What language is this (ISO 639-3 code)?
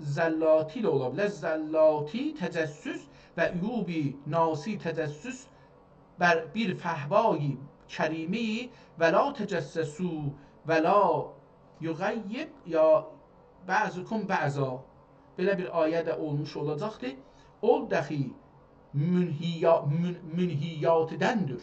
azb